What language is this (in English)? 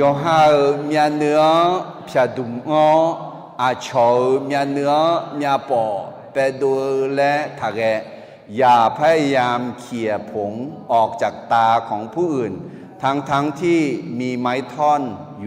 Akha